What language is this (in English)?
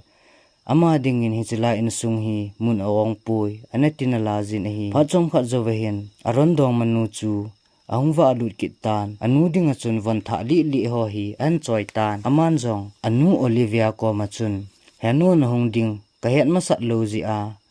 Thado Chin